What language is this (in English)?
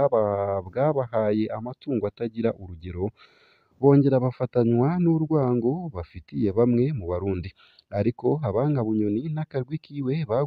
Rundi